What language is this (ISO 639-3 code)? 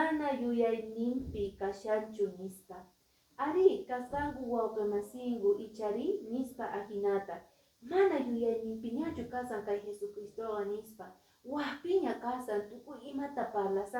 que